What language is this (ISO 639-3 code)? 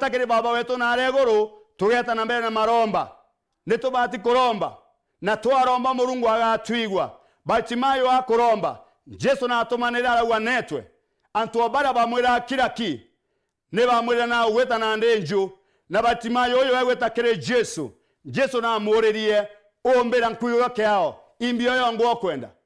mer